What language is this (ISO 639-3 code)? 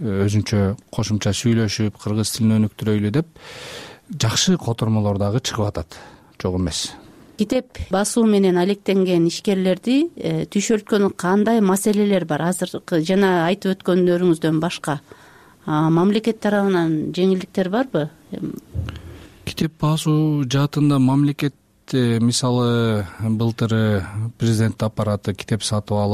kir